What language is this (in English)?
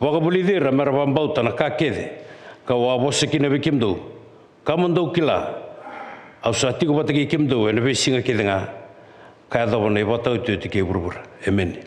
Fijian